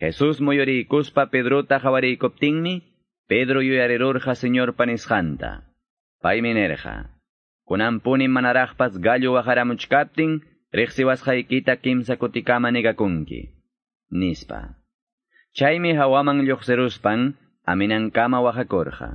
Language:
Quechua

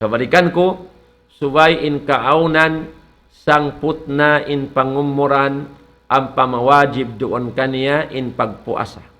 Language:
Tausug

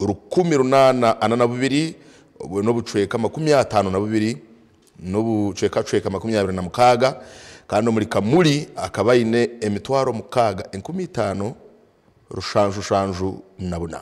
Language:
Nyankole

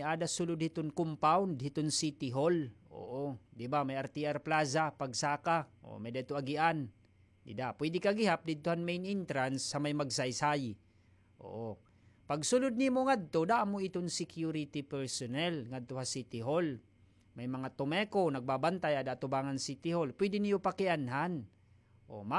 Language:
Waray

